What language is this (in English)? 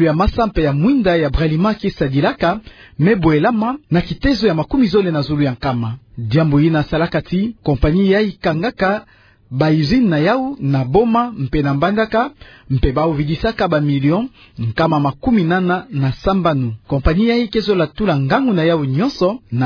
Kituba (Democratic Republic of Congo)